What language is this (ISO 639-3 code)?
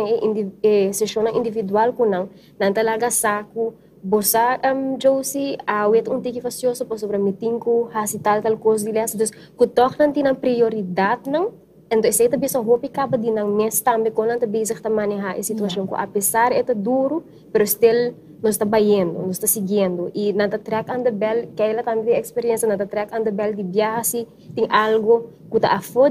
pap